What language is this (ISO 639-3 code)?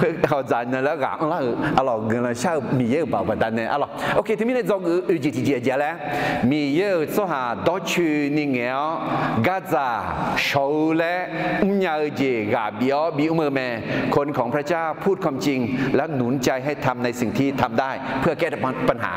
ahk